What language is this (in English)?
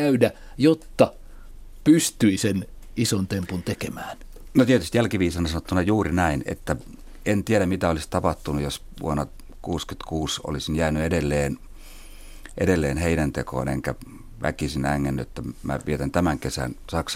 Finnish